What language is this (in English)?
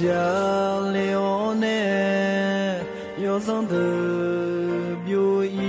Akha